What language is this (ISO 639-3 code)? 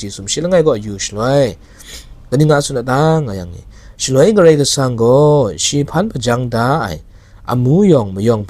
kac